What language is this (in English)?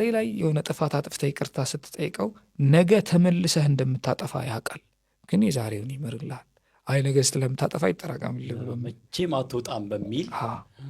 Amharic